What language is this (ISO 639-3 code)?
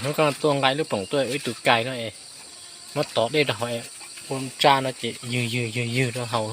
hmn